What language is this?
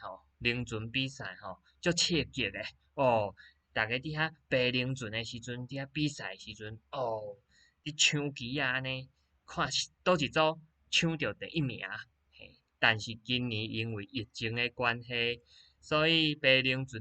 Min Nan Chinese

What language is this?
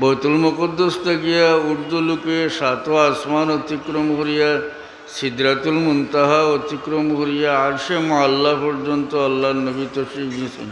Sylheti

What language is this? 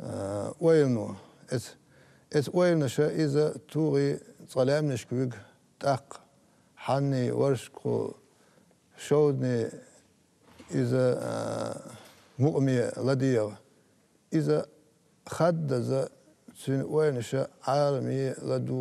Chechen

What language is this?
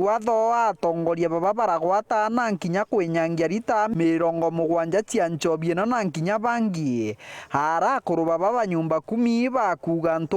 Meru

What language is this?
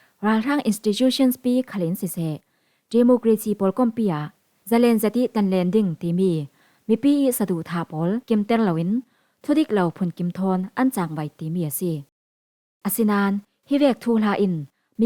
Falam Chin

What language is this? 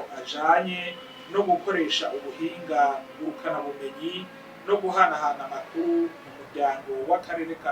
Rundi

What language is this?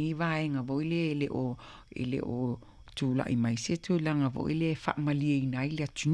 Samoan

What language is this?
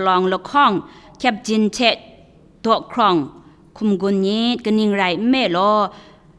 Kachin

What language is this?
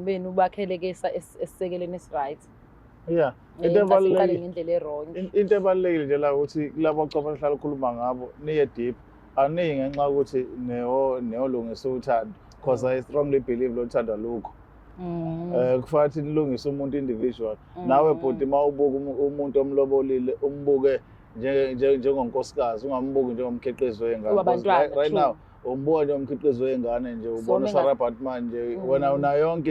Zulu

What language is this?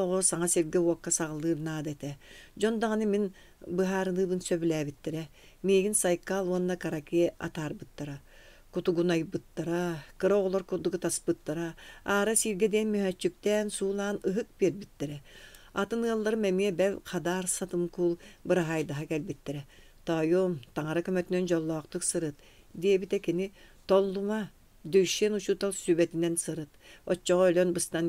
Yakut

